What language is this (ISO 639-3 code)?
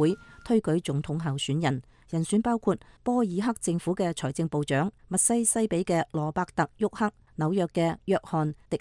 yue